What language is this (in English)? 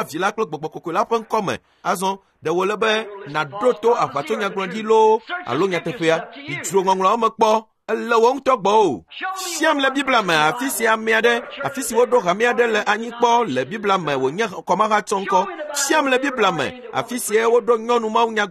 Ewe